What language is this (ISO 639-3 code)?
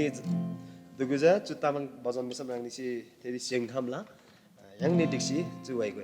taj